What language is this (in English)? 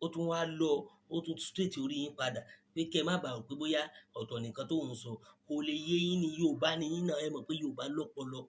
Yoruba